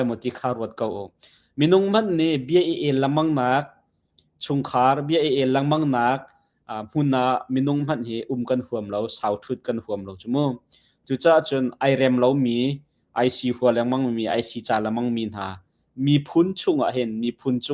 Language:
Hakha Chin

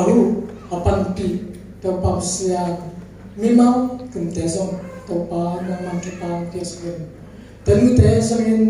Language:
Tedim Chin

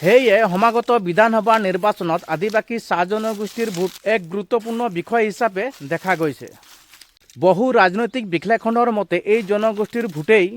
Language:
Assamese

